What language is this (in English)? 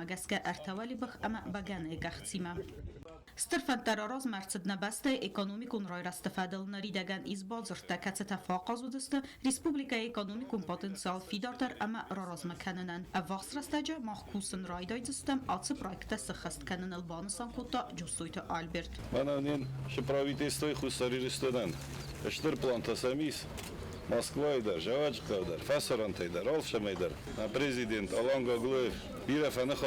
Ossetic